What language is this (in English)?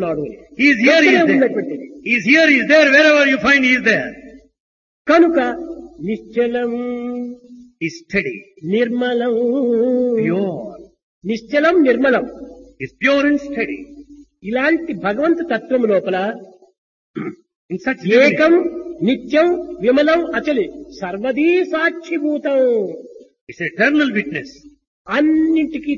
Telugu